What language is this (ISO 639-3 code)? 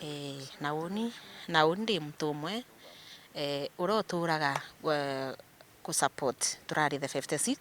mer